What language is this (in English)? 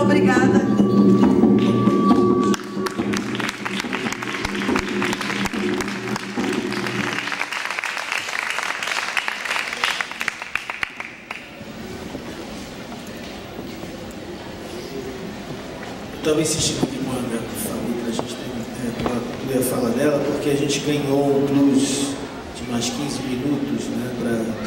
Portuguese